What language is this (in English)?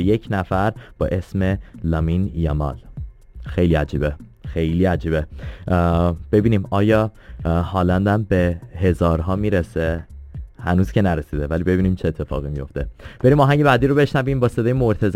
Persian